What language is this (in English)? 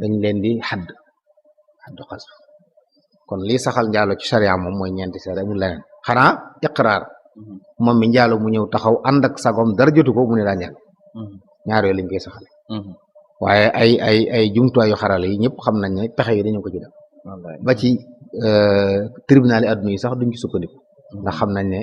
Wolof